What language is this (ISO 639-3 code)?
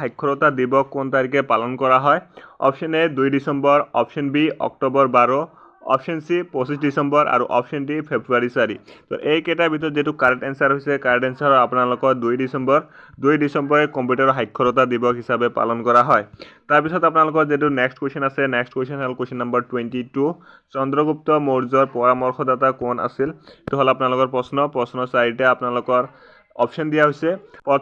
asm